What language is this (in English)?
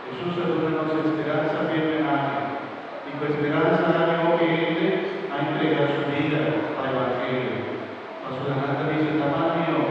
Papiamento